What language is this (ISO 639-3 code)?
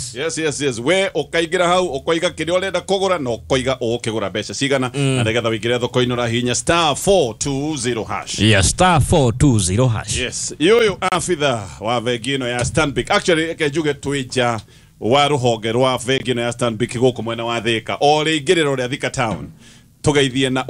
kik